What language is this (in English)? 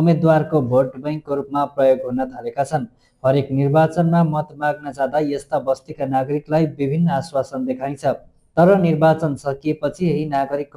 Nepali